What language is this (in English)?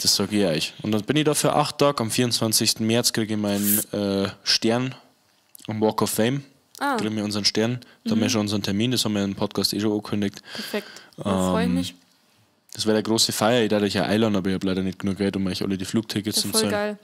Bavarian